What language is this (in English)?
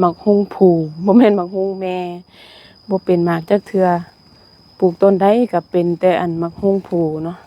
Lao